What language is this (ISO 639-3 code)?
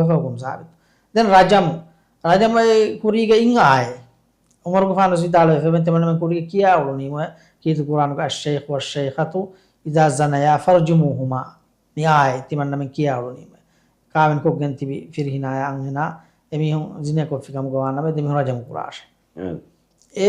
div